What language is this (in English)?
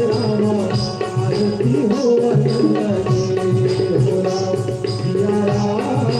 Chhattisgarhi